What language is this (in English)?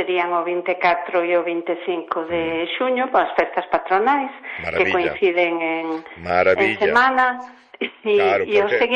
Galician